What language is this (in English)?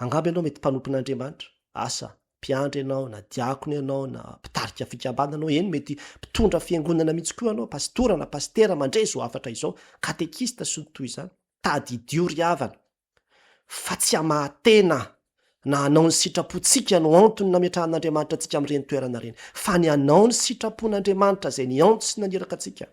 Malagasy